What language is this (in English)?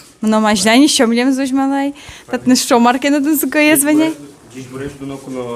Udmurt